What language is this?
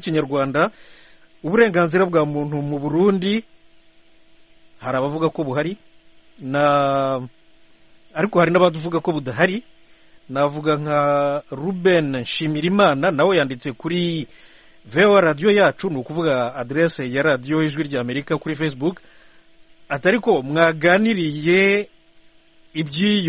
Kinyarwanda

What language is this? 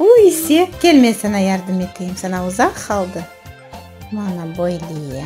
Crimean Tatar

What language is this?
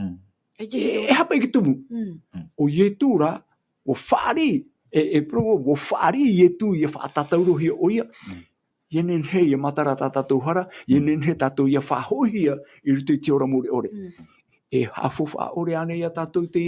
Tahitian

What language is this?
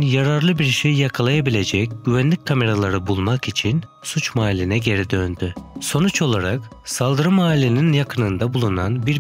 Turkish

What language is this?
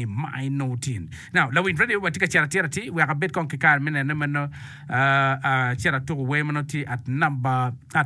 Acoli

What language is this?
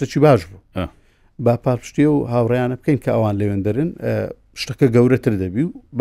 Central Kurdish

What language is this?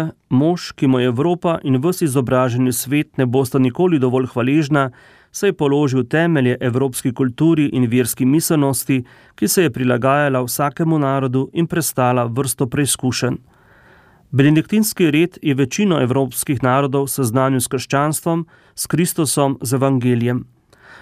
Slovenian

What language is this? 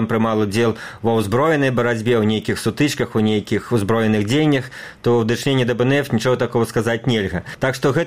Belarusian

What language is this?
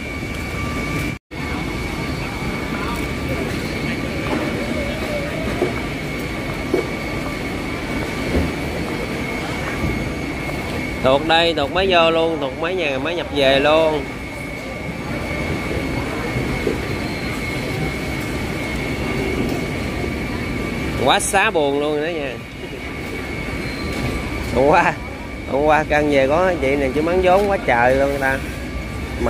Vietnamese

